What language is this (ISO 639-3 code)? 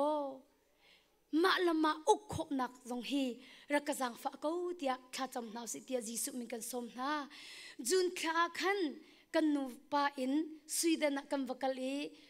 cnh